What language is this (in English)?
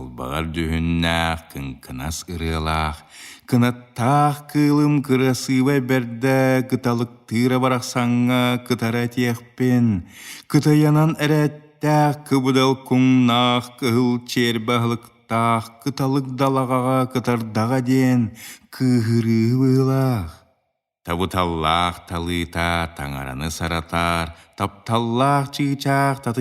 Yakut